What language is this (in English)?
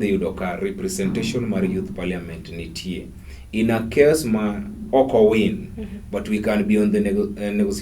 Luo (Kenya and Tanzania)